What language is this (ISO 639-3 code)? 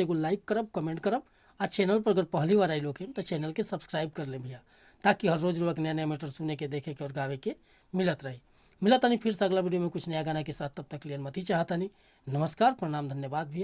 bho